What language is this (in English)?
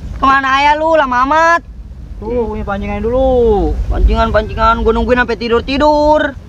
Betawi